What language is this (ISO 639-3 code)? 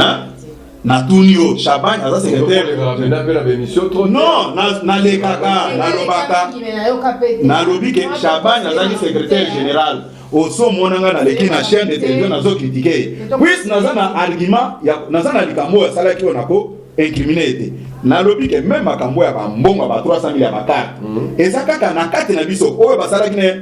lin